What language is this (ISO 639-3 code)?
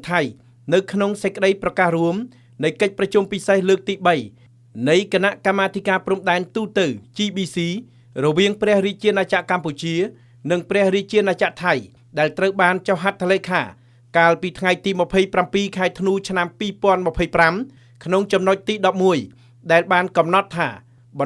khm